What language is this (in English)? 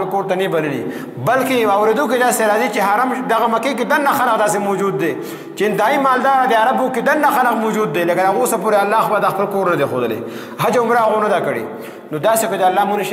Pashto